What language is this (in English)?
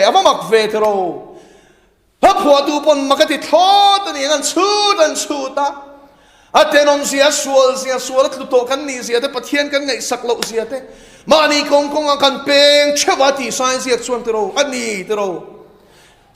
Mizo